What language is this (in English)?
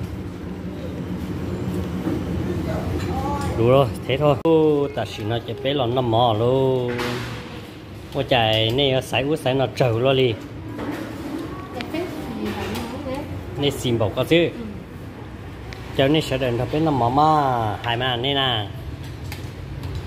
Vietnamese